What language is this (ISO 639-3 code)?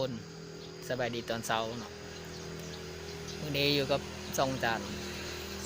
lao